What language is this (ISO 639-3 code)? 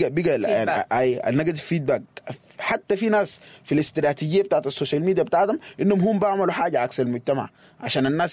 apd